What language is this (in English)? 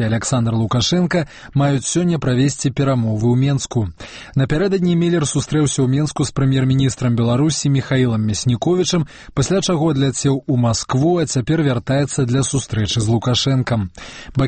Belarusian